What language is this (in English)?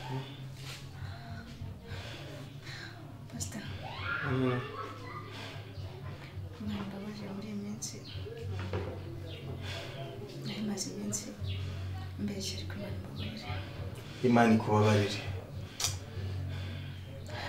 Kinyarwanda